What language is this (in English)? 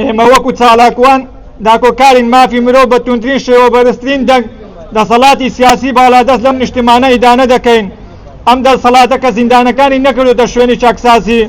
Central Kurdish